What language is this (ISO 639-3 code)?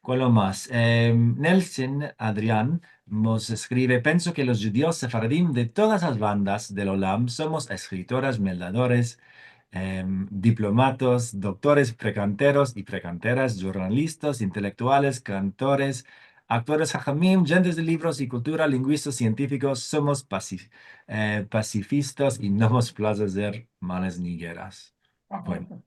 lad